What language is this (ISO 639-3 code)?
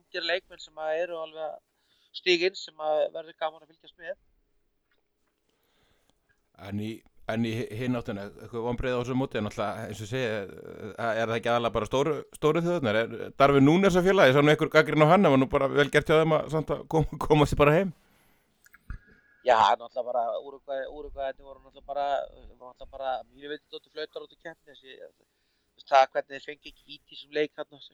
isl